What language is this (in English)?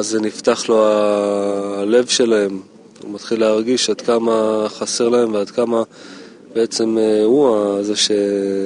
Hebrew